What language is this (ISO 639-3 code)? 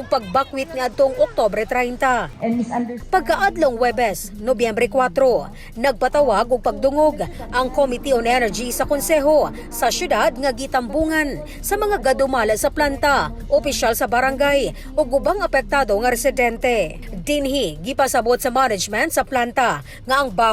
ceb